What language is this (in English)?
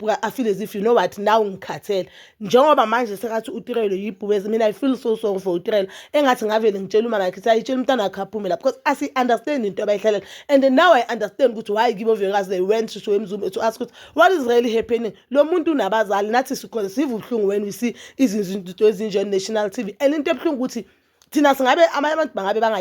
Zulu